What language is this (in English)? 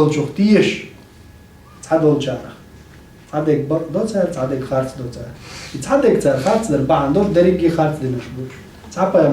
Chechen